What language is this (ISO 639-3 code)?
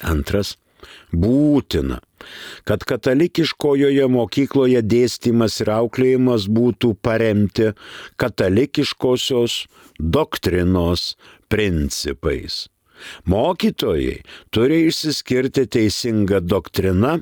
lit